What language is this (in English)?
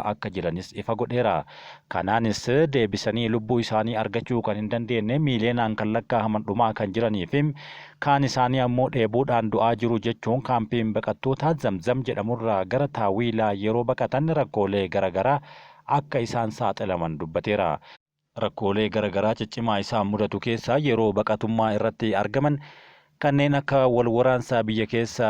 Oromo